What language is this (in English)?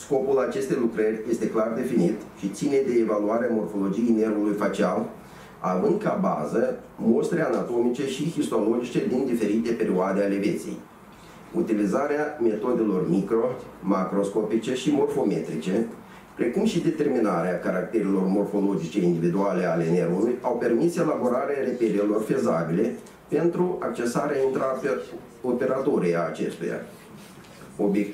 Romanian